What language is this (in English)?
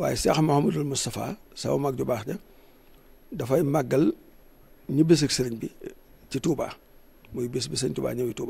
Wolof